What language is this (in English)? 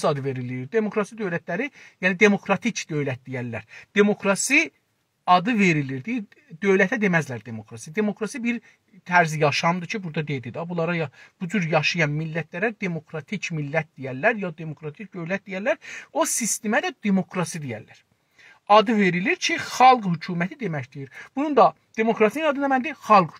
South Azerbaijani